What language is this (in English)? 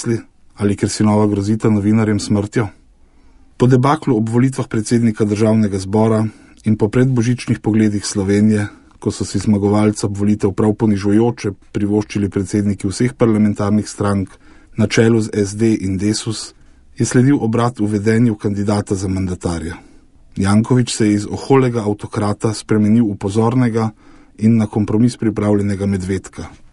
Slovenian